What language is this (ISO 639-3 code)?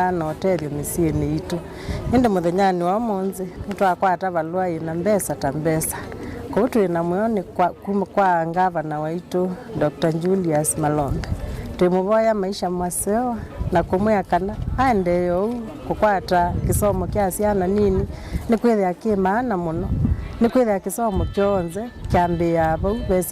kam